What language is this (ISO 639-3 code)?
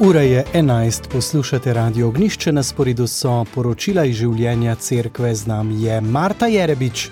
slv